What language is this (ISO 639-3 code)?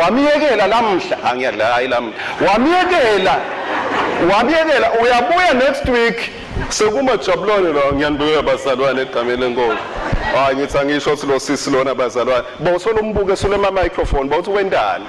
ssw